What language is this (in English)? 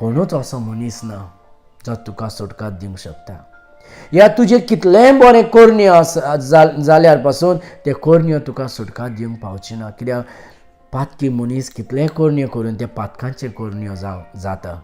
Konkani